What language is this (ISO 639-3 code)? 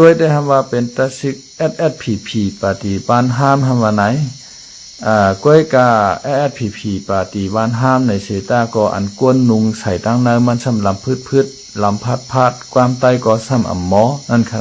shn